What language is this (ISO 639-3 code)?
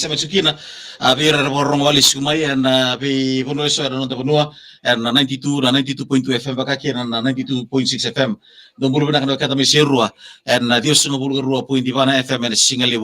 fij